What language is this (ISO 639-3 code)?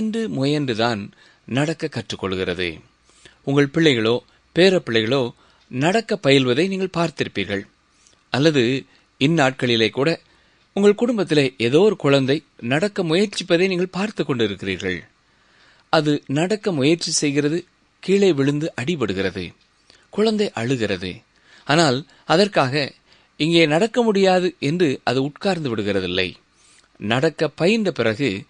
tam